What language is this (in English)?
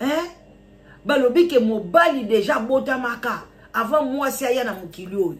Lingala